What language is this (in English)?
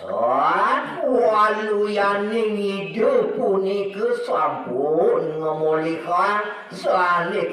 Balinese